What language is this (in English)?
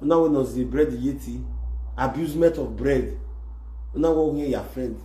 Nigerian Pidgin